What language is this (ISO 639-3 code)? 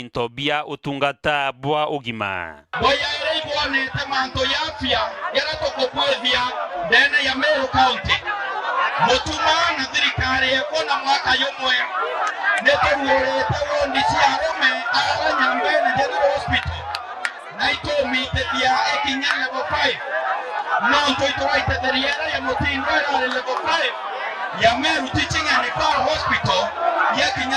mer